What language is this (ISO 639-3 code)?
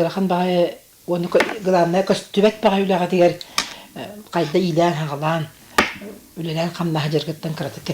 sah